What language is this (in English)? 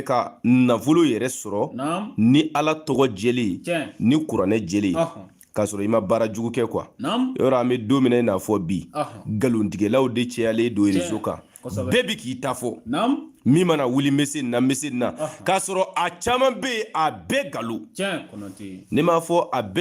Bambara